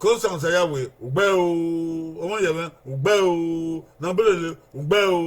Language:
Bini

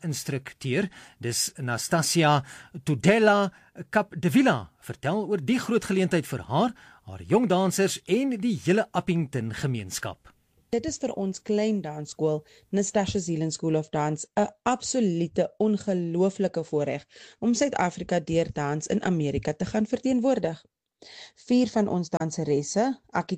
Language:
Afrikaans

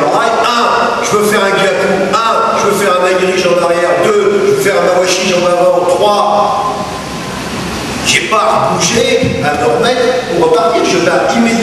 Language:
French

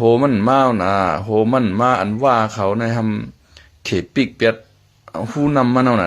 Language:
Shan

